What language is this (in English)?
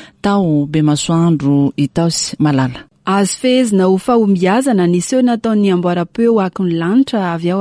Malagasy